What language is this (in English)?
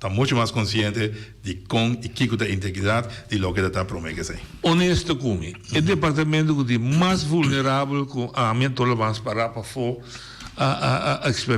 Papiamento